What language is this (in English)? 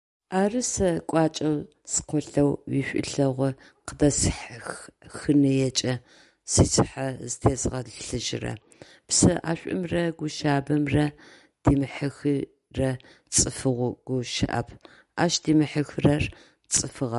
Adyghe